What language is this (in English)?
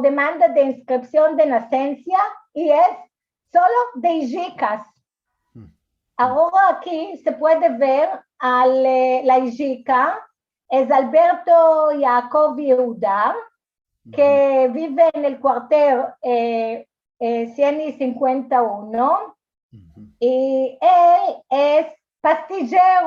Ladino